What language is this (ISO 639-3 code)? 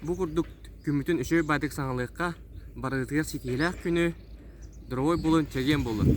sah